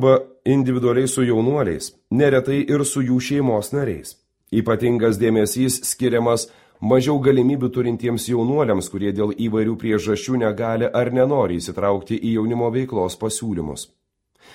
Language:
Lithuanian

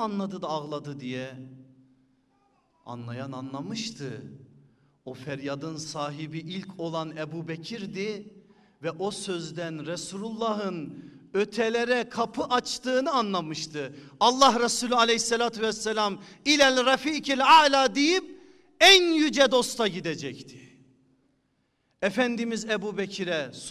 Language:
Turkish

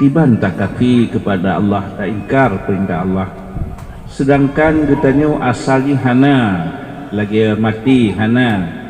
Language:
Achinese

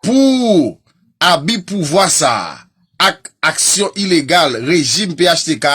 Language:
Haitian Creole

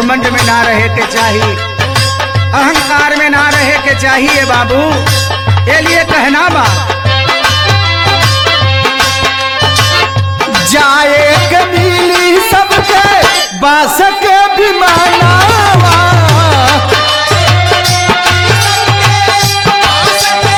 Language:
Bhojpuri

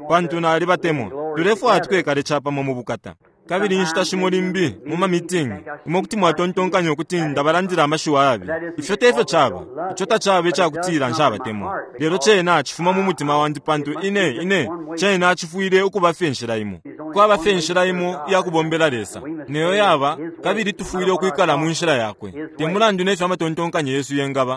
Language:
Bemba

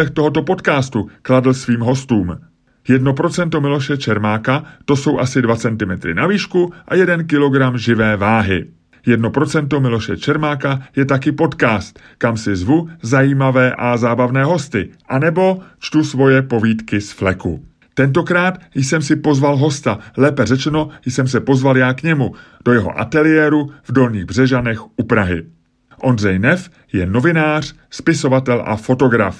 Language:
Czech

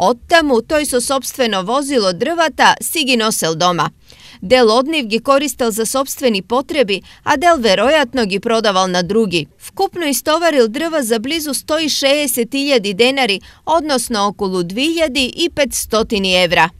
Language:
Macedonian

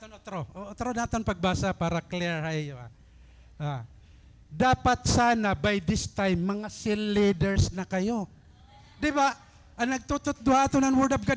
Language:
Waray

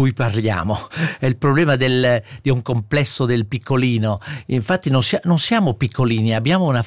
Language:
Italian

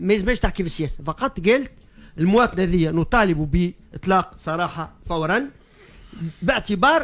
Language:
Tunisian Arabic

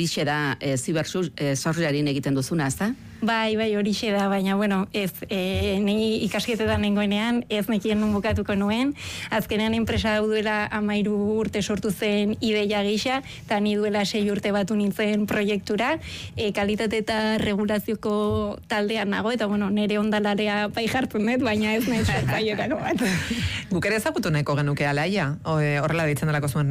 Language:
Basque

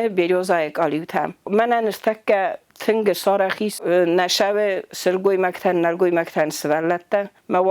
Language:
Ossetic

